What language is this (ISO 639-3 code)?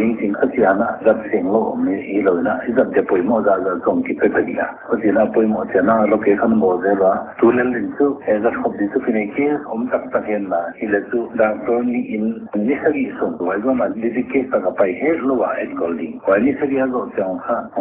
pck